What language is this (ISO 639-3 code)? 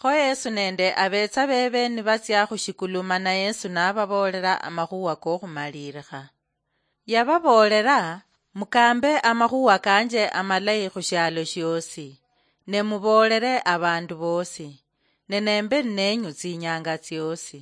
luy